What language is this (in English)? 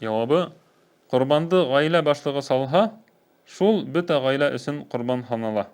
Bashkir